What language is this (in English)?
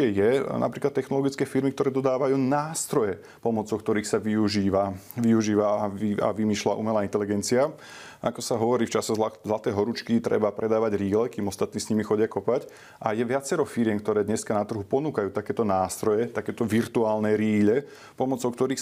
Slovak